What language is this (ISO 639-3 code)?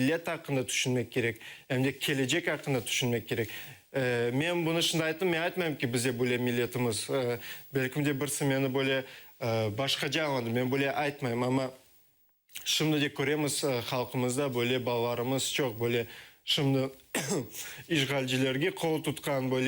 crh